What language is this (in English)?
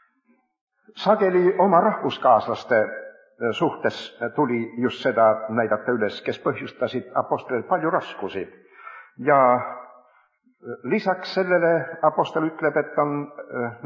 Estonian